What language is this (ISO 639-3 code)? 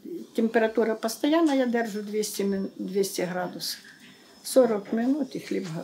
ukr